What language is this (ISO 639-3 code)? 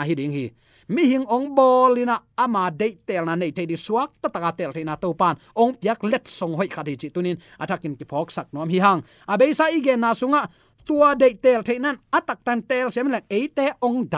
ctd